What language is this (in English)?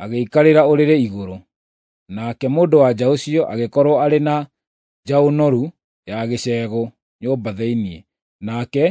Kikuyu